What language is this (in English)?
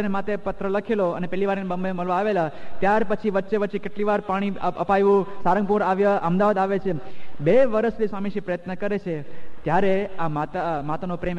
Gujarati